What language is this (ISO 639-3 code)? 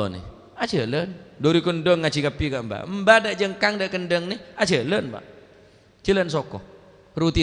mad